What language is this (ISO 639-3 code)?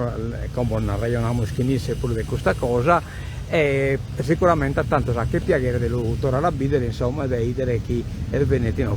srd